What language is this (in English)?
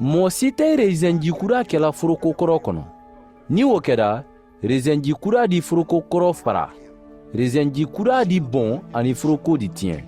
Mandingo